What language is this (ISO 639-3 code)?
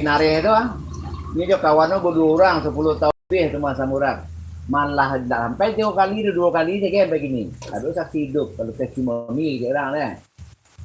min